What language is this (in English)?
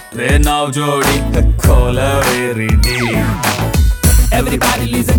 Kannada